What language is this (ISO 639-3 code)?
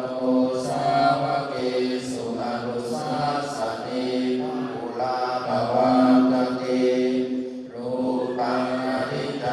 pli